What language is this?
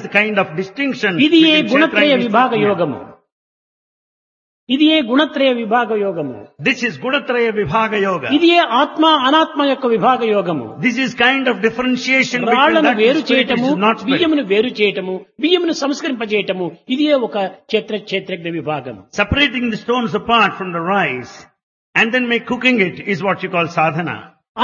Telugu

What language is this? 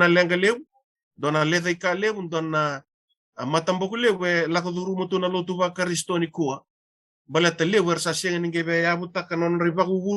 Fijian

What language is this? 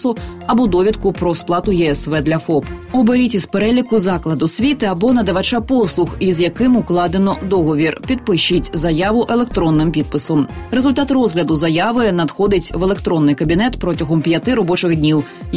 Ukrainian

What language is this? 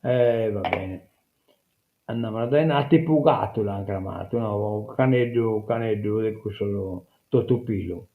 Sardinian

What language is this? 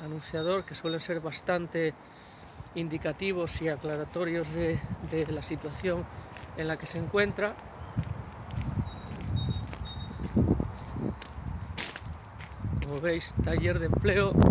Spanish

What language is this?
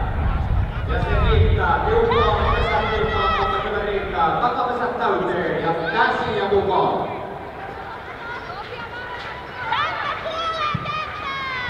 Finnish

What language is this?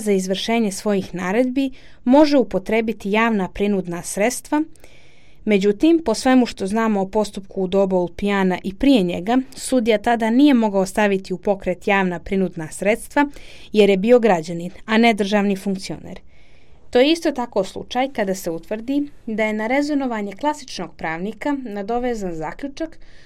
Serbian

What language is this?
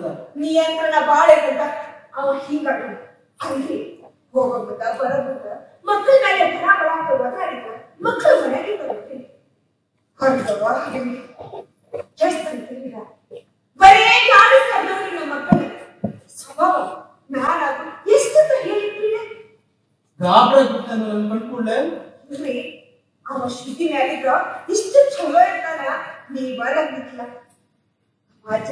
Kannada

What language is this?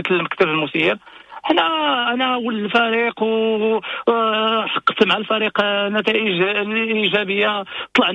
Moroccan Arabic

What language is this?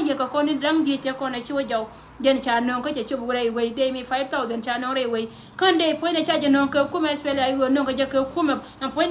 Nuer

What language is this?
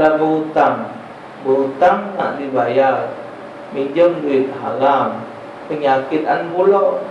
Musi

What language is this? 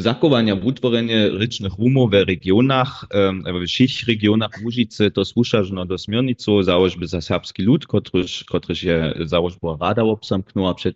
Upper Sorbian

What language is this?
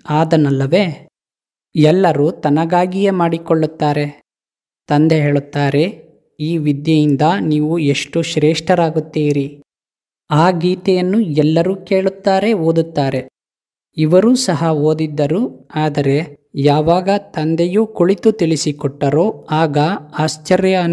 Kannada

